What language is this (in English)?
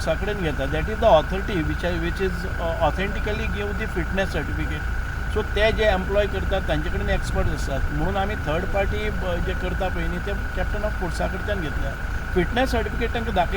Konkani